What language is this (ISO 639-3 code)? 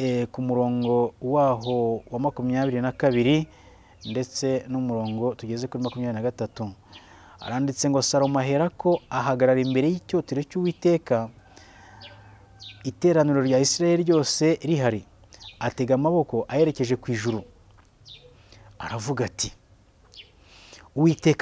kin